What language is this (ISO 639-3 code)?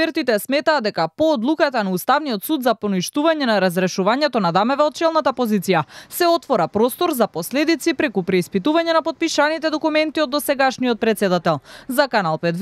mkd